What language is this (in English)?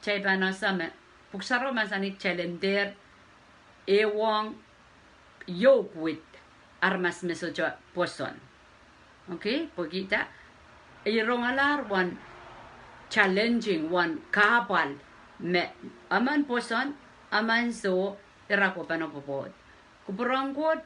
Pohnpeian